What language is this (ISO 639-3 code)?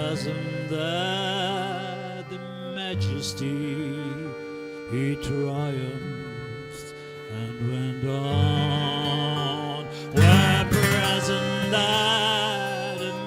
fry